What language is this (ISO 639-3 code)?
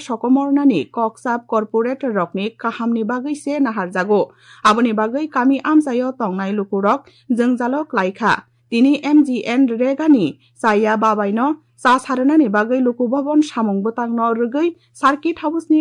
trp